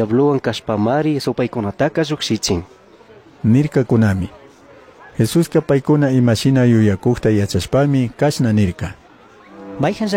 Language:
Chimborazo Highland Quichua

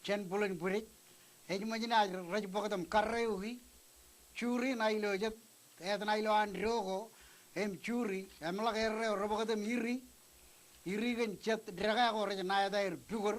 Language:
Marshallese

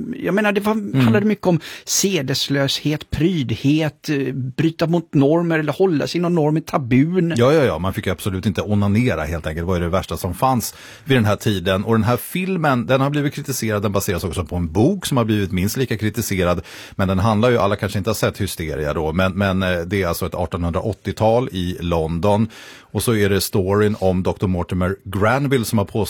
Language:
Swedish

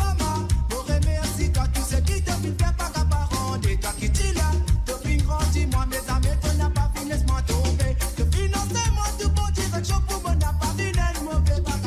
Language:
Morisyen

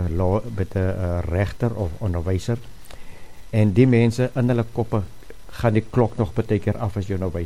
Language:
Afrikaans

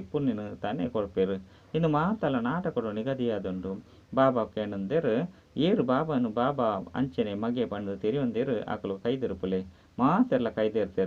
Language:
Tulu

